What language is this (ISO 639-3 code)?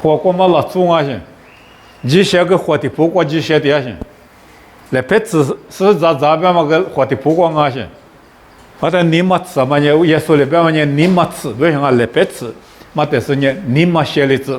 lis